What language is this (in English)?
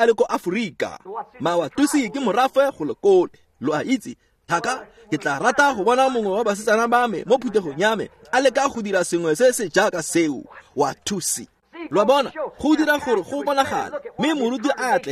Tswana